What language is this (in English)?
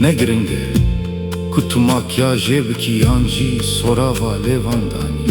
Kurdish